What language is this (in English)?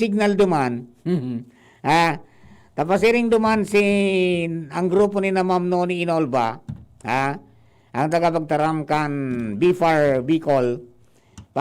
Bikol